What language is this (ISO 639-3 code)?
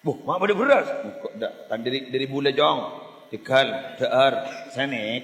mad